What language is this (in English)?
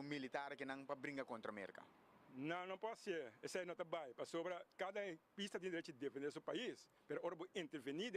Papiamento